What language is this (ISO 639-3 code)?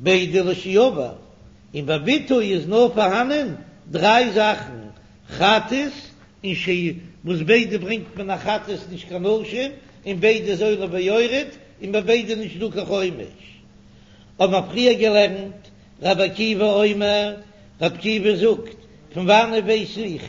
yid